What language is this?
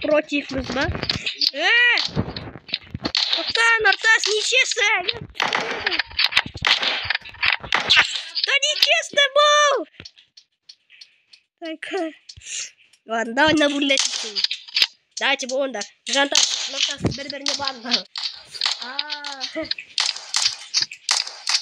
Kazakh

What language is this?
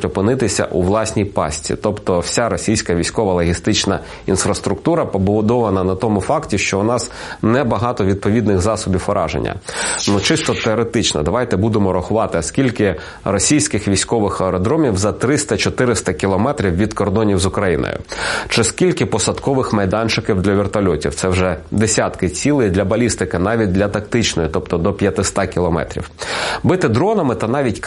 Ukrainian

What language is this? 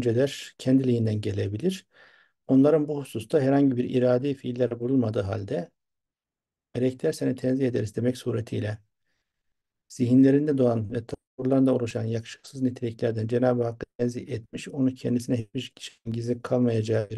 Turkish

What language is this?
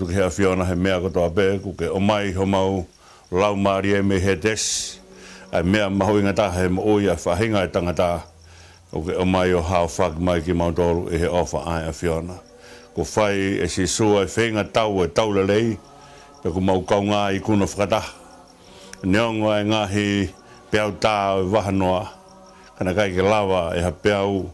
Tongan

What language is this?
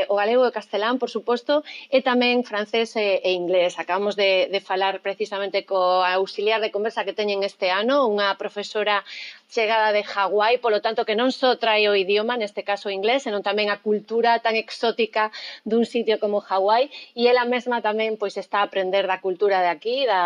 Galician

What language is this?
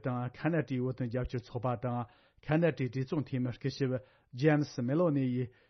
Tibetan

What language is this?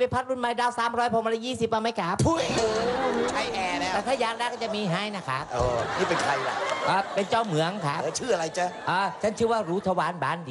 Thai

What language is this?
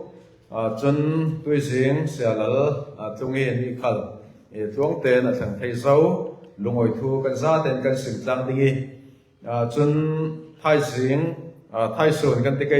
Falam Chin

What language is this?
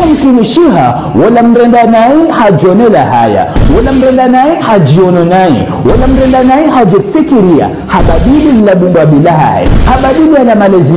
Ngazidja Comorian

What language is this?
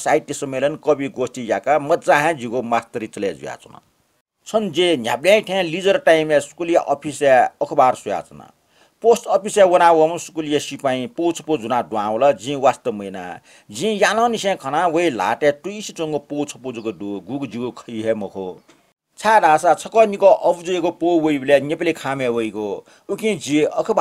Newari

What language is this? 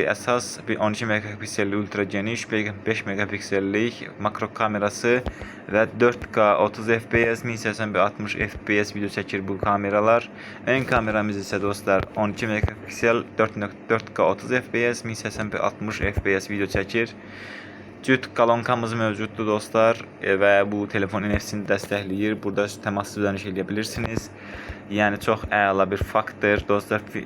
Azerbaijani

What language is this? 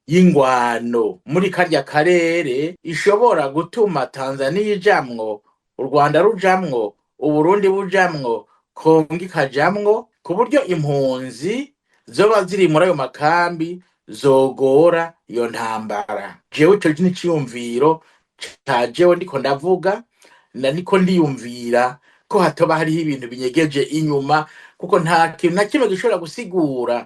Rundi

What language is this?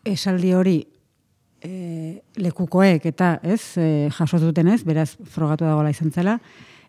Basque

